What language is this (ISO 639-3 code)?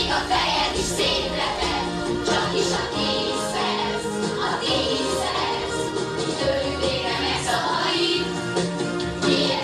hun